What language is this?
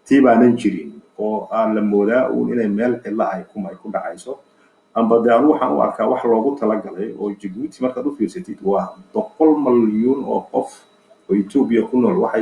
Somali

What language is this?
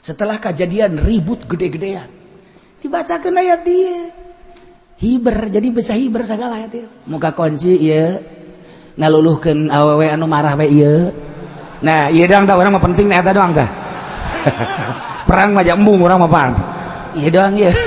Sundanese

